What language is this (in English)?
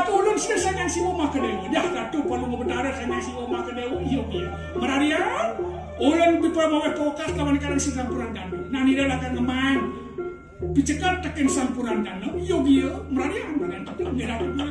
Balinese